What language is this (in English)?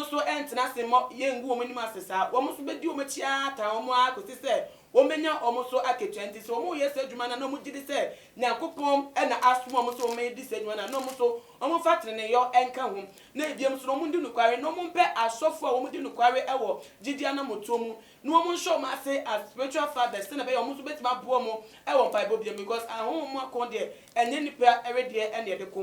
Akan